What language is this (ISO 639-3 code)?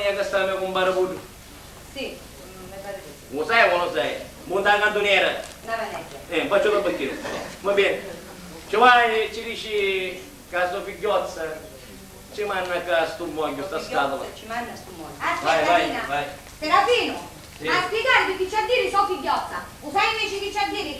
scn